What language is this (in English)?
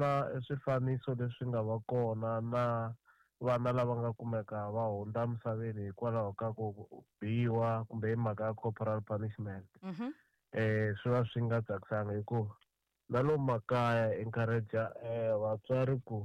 Tsonga